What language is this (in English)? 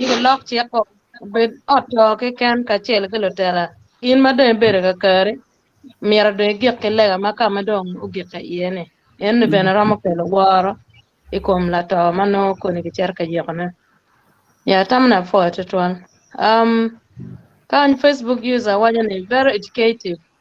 Acoli